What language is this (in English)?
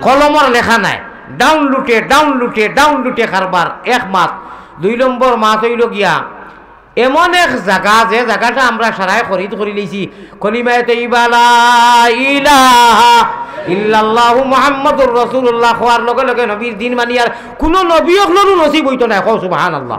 Sylheti